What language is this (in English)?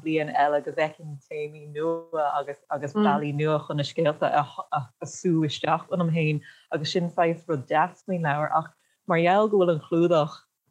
Irish